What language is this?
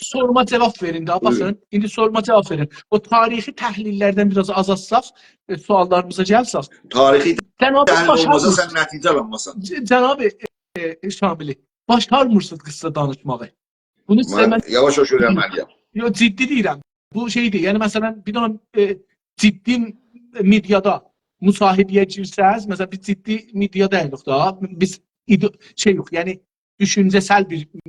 South Azerbaijani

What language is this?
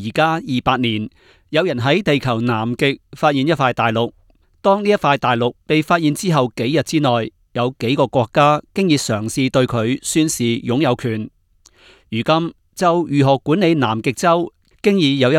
Cantonese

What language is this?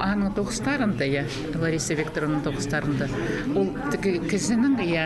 Khakas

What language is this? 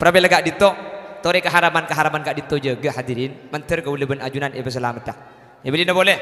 Madurese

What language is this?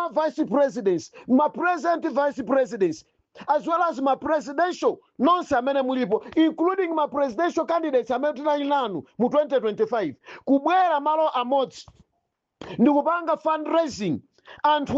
Nyanja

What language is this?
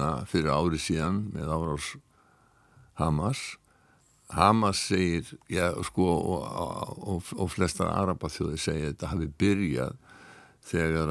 Icelandic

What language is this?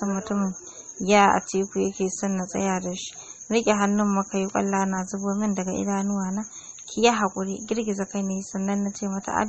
Hausa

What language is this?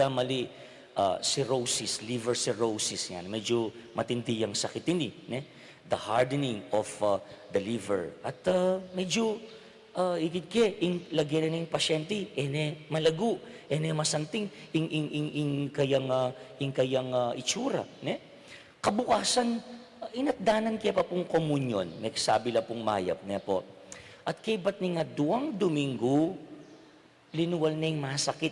Pampanga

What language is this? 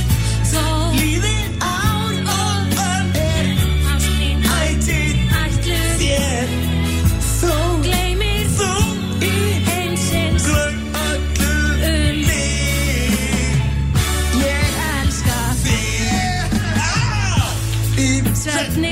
Icelandic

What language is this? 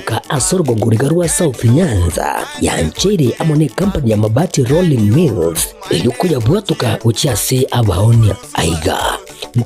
Gusii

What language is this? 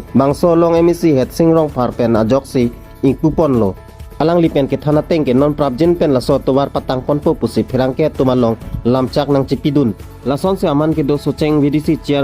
Karbi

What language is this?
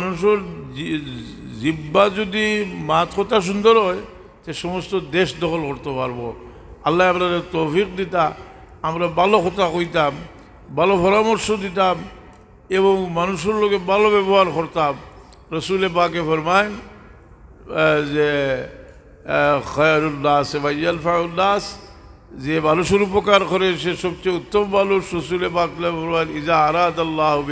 Sylheti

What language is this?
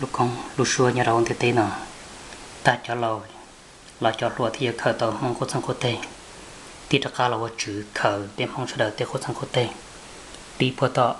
Hmong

